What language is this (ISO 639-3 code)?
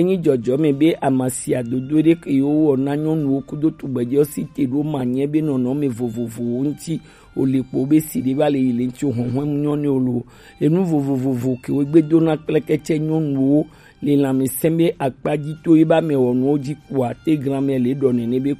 gej